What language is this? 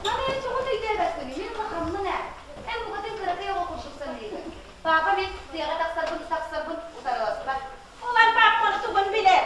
Yakut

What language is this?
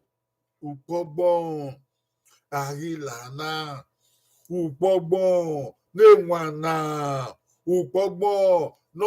Bini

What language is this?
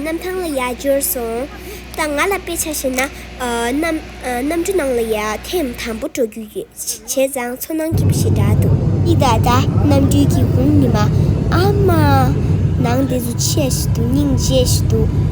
Tibetan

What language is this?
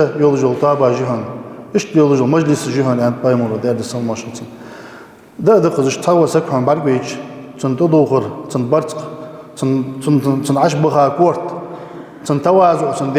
Ingush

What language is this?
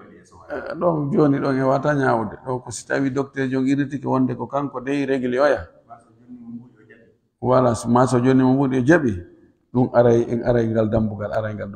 Fula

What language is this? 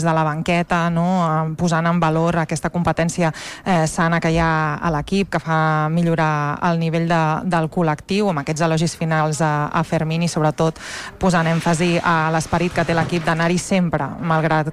Catalan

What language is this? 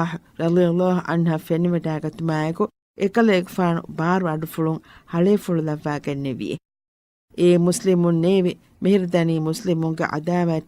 Divehi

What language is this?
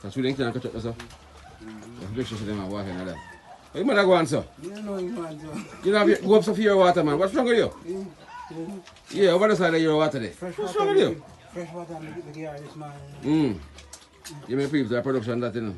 Jamaican Creole English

